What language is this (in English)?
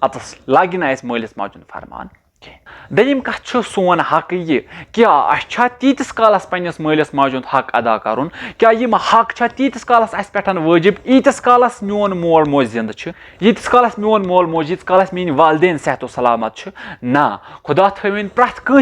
Kashmiri